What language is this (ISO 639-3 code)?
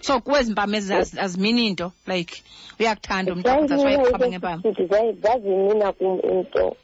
xho